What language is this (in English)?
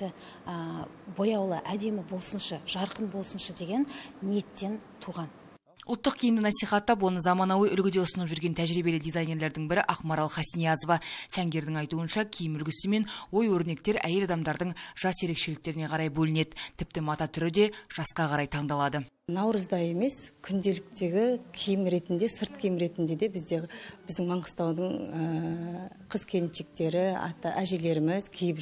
Kazakh